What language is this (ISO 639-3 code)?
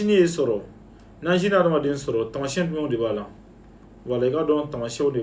bam